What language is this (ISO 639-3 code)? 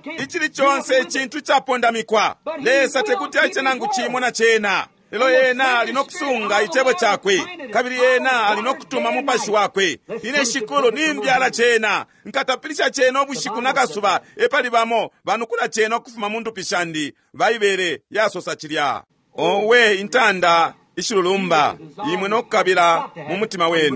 bem